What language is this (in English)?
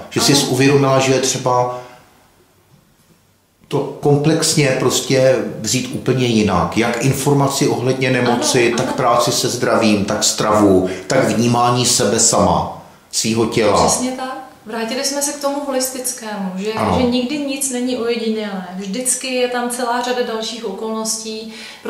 Czech